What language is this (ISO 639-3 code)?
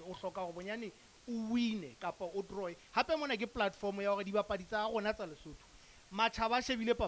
sot